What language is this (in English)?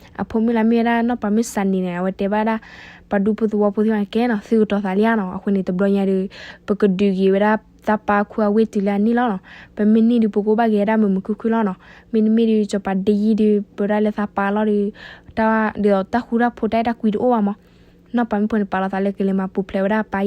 S'gaw Karen